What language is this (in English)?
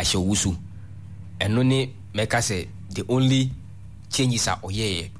Akan